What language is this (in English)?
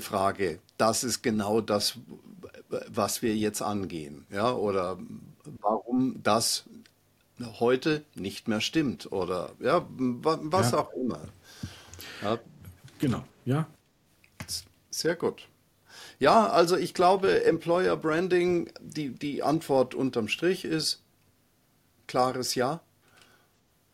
German